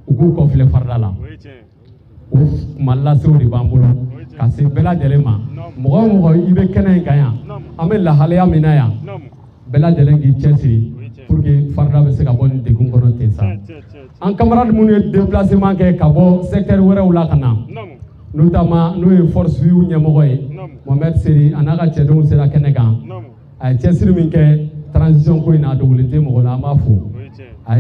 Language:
Bambara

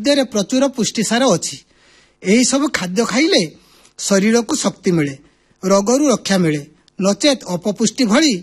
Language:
Odia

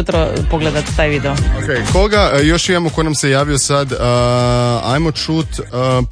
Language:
Croatian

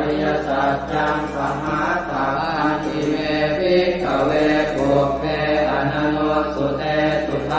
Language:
Pali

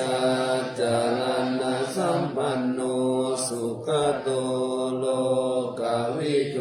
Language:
Pali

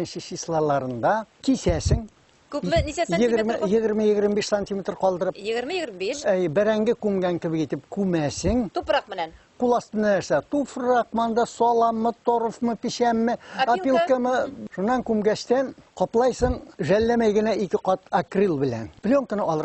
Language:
Bashkir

